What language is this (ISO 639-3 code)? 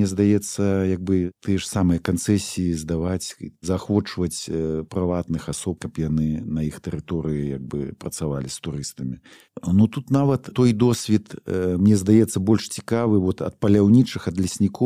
bel